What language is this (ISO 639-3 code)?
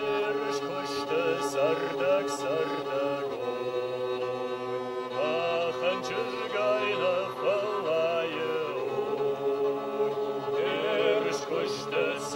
oss